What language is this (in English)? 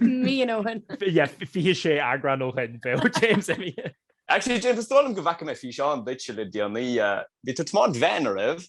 Irish